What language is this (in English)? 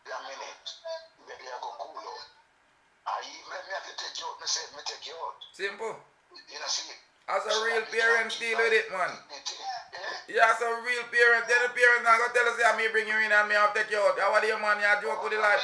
Jamaican Creole English